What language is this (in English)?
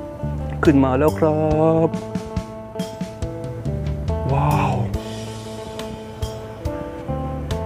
Thai